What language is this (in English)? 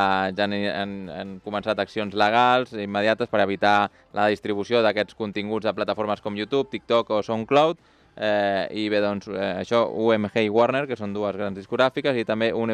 Catalan